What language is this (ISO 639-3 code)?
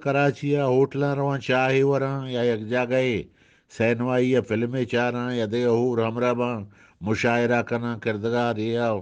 bgp